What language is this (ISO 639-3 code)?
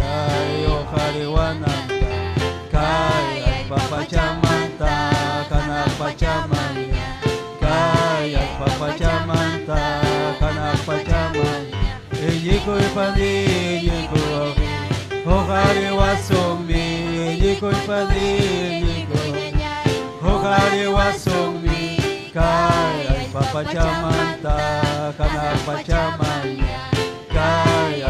quy